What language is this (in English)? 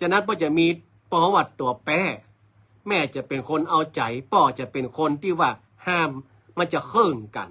Northern Thai